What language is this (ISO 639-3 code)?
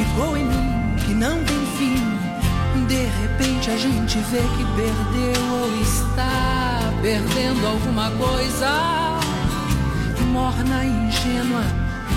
por